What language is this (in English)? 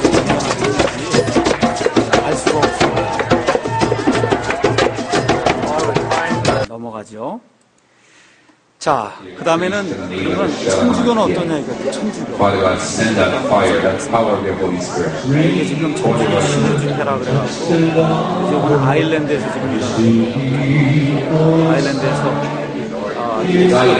Korean